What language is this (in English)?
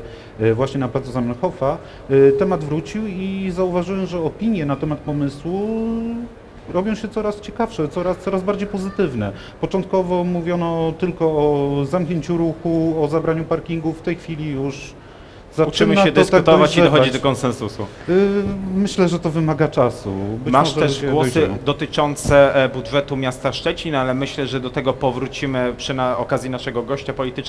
Polish